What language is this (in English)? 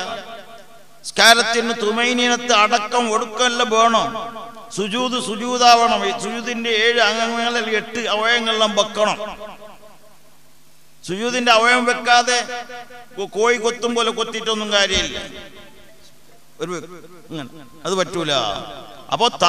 Malayalam